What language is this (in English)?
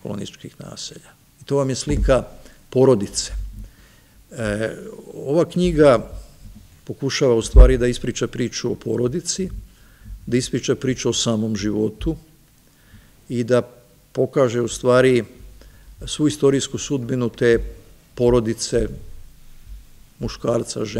Serbian